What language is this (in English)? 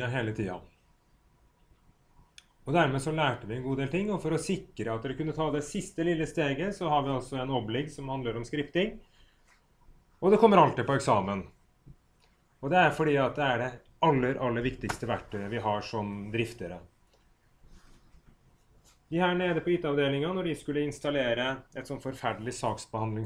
Norwegian